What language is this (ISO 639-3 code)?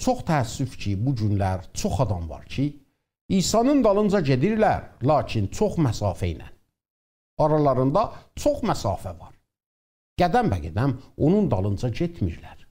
azb